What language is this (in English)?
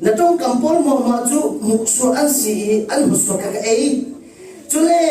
Falam Chin